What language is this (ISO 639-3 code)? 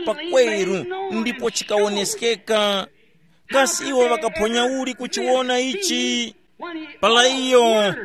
tum